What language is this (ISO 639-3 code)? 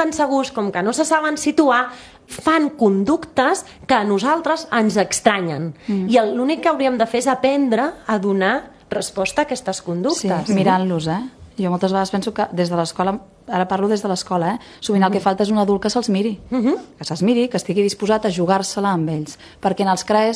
cat